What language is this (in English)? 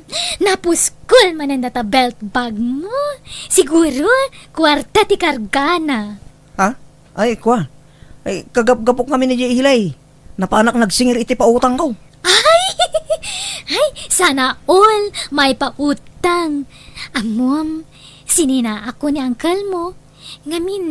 Iloko